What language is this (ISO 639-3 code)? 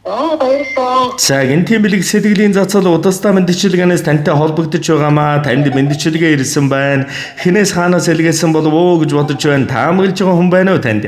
mon